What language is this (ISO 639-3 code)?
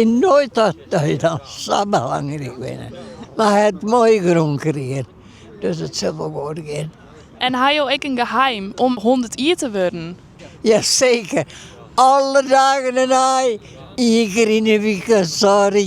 fry